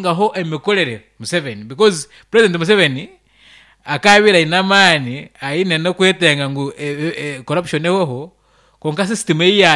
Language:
Nyankole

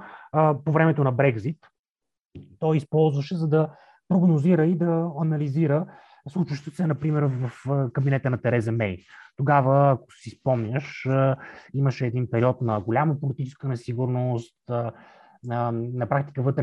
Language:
Bulgarian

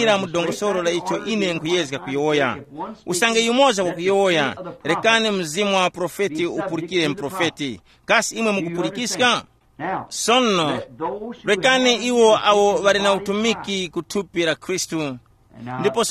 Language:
Tumbuka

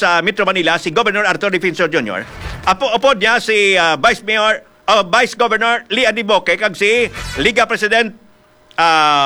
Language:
Hiligaynon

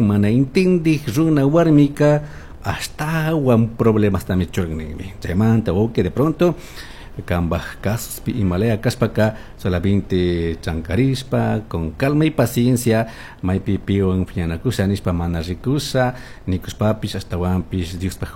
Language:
Chimborazo Highland Quichua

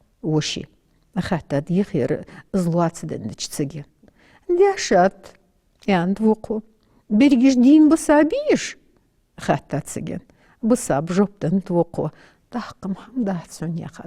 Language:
Ingush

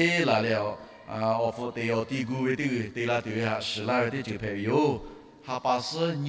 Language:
Lahu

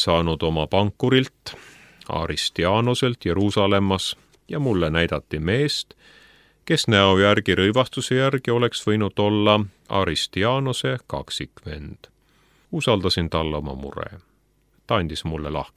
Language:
Estonian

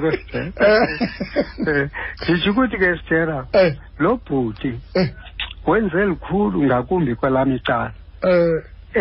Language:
Xhosa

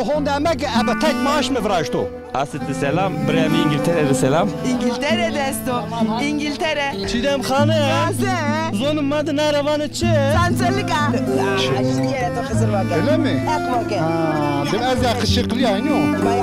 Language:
Zaza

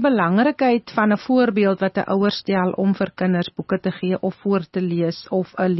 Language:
Afrikaans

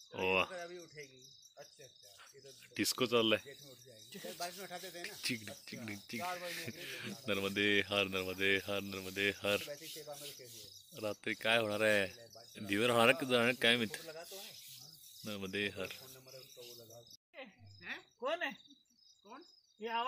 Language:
Marathi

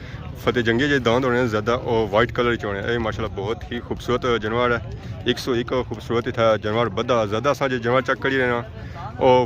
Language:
Pahari-Potwari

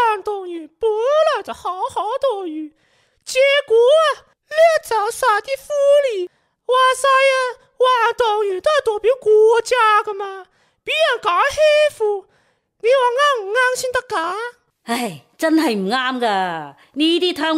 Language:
Cantonese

